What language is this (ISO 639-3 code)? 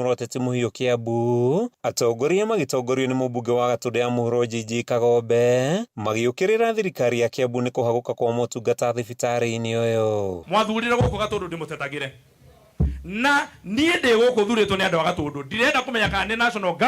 kik